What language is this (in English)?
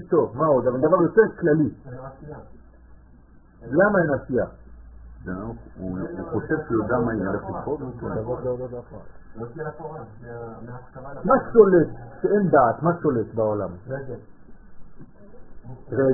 Hebrew